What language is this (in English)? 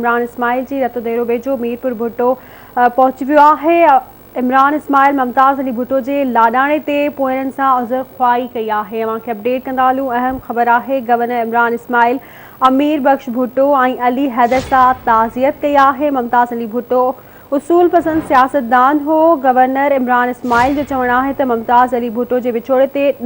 Sindhi